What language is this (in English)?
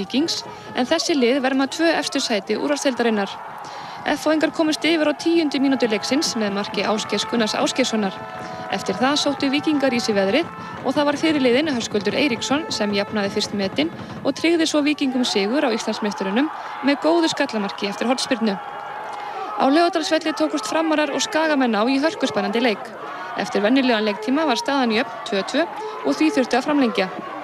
Icelandic